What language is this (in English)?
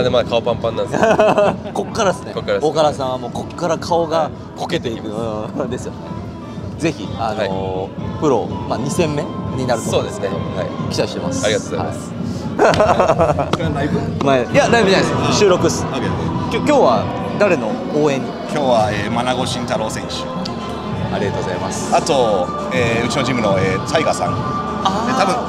Japanese